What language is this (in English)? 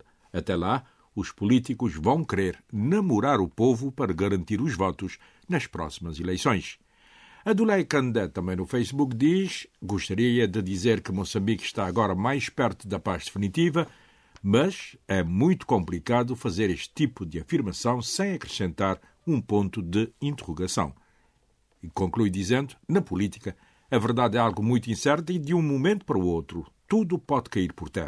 Portuguese